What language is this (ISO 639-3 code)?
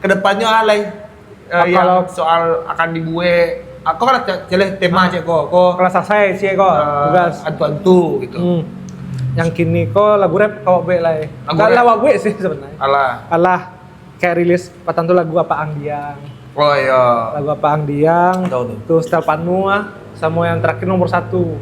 min